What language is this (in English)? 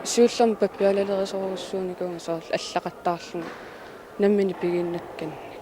Kalaallisut